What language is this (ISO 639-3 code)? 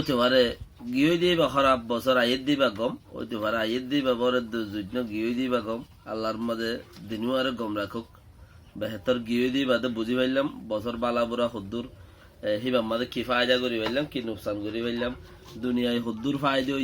rhg